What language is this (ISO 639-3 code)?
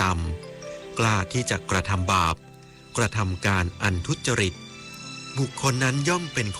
tha